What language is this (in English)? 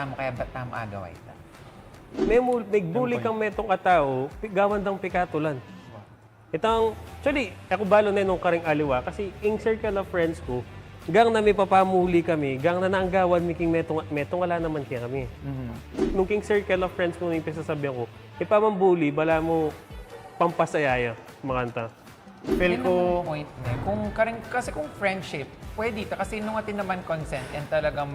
Pampanga